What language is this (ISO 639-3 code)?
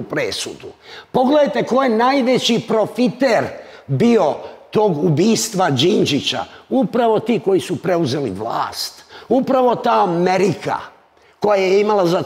srp